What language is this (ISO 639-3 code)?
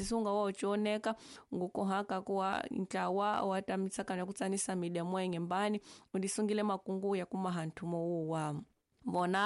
tso